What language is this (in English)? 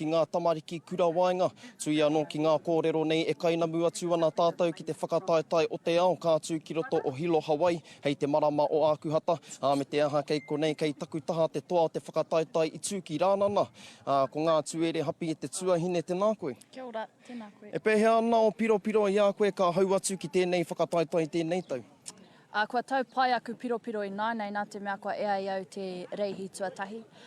Māori